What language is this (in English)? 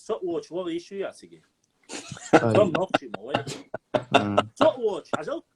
Chechen